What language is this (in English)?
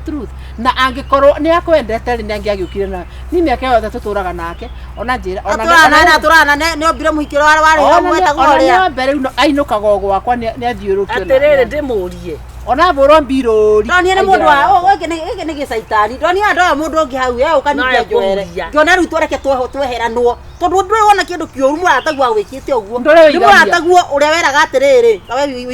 Kikuyu